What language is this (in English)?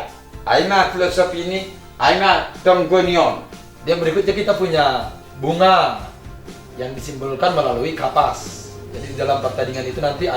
Batak Simalungun